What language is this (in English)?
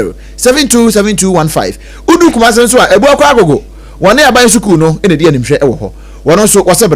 Akan